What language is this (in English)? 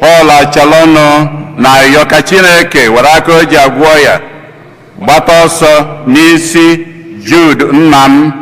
Igbo